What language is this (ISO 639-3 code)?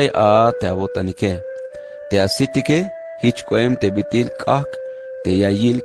tzh